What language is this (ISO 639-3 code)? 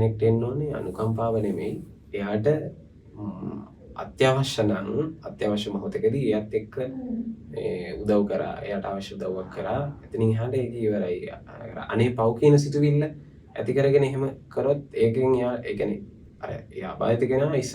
sin